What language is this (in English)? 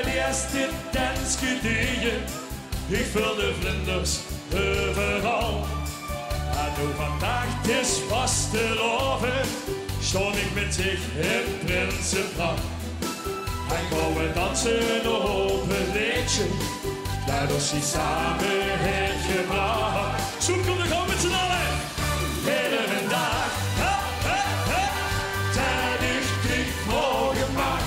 Limburgish